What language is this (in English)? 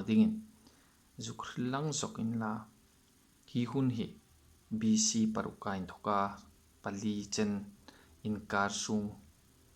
Hmar